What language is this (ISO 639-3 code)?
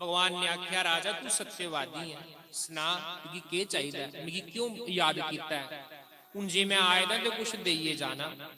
doi